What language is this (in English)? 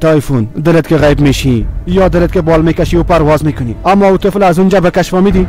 Persian